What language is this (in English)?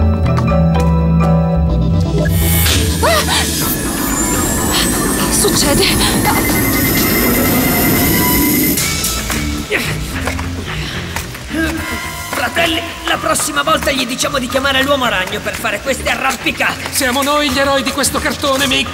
Italian